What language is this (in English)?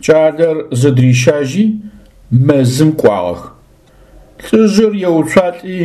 Adyghe